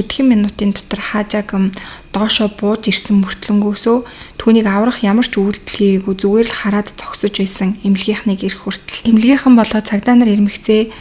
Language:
Mongolian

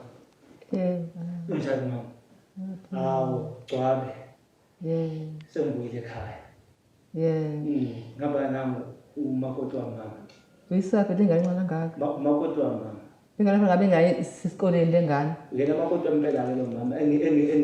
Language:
Zulu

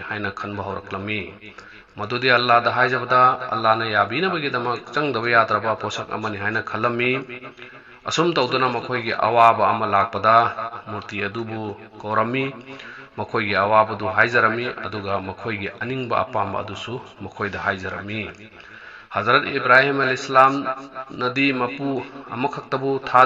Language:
Manipuri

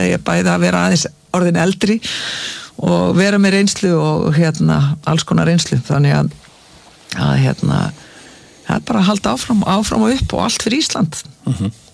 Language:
Icelandic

